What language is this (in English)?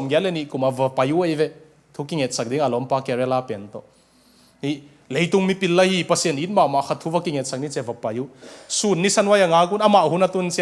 Tedim Chin